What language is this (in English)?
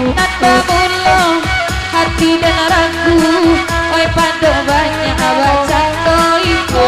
Minangkabau